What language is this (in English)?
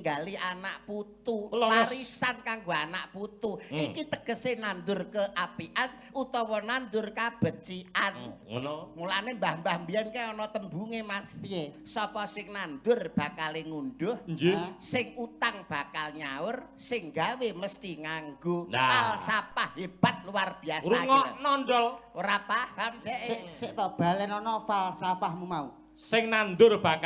Javanese